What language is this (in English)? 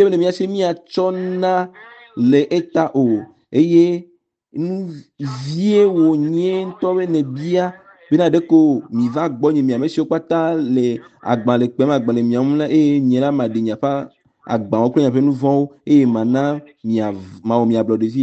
Ewe